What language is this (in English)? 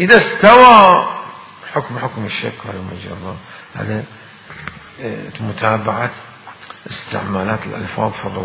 Mesopotamian Arabic